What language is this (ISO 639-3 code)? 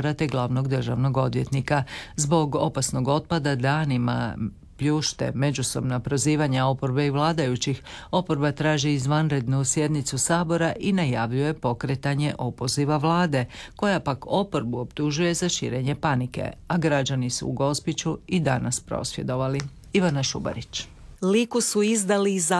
hrv